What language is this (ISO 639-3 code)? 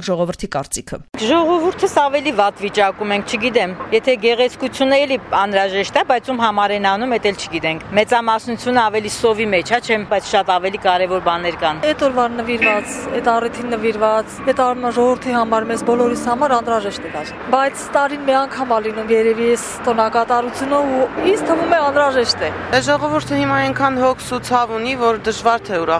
hye